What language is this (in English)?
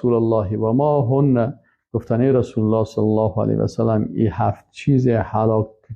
Persian